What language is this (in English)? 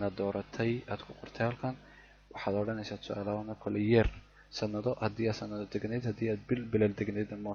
Somali